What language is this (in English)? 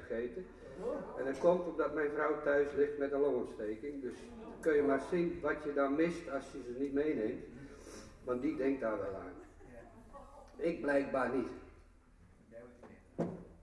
Dutch